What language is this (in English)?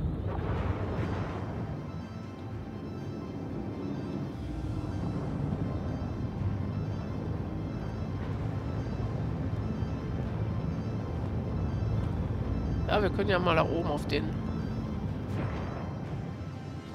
German